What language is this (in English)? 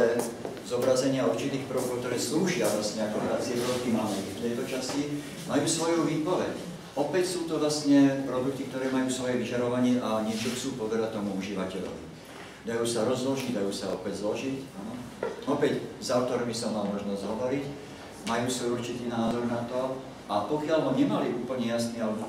Slovak